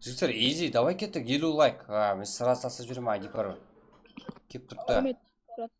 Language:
Kara-Kalpak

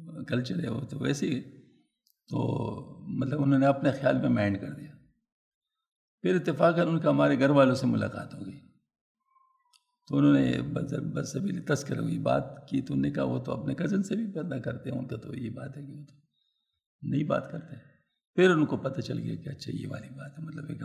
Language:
Urdu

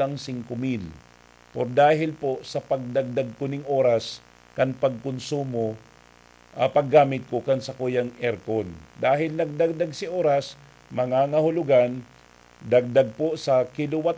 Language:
Bikol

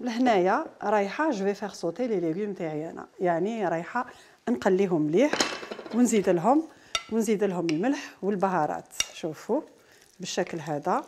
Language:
Algerian Arabic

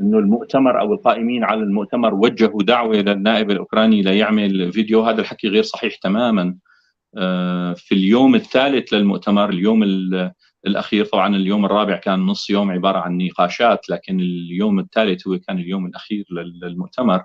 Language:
North Levantine Arabic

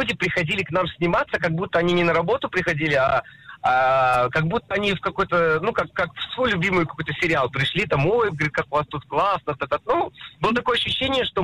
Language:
Russian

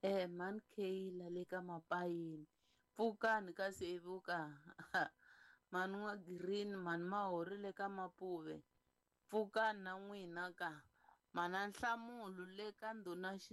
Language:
Tsonga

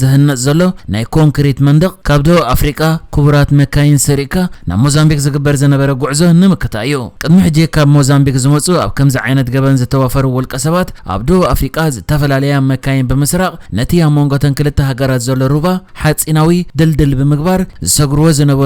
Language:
Tigrinya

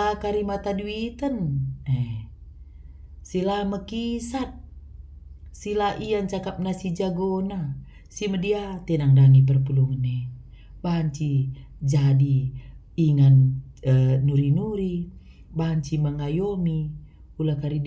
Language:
Batak Karo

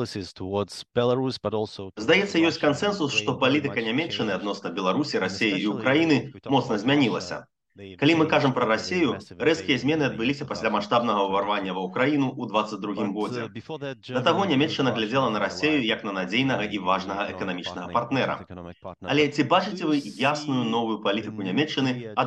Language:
Belarusian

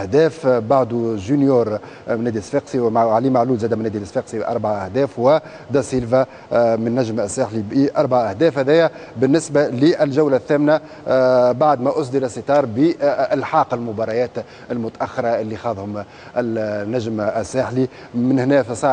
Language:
Tunisian Arabic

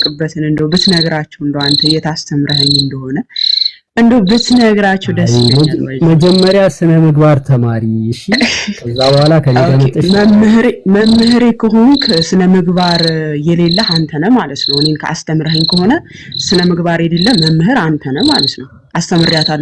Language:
Amharic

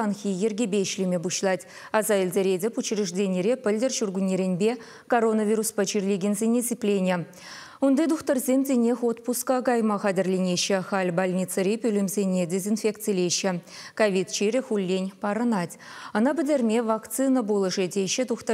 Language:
Chuvash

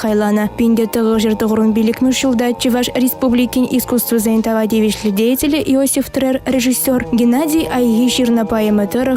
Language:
Chuvash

